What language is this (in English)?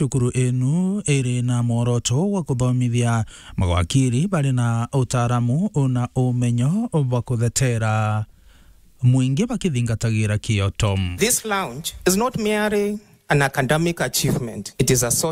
Meru